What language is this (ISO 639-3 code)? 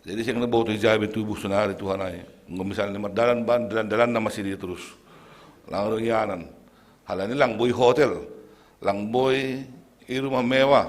bts